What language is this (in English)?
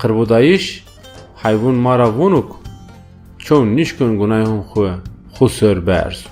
Zaza